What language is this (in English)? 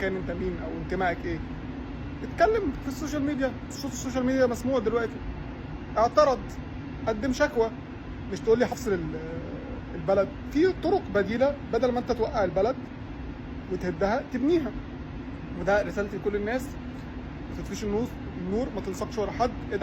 Egyptian Arabic